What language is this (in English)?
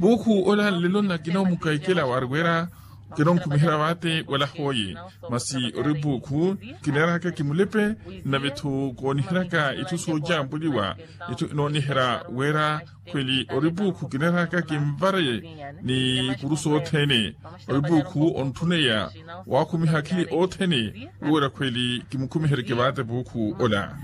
Makhuwa